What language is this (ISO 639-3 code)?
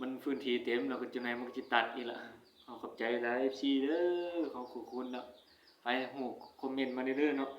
tts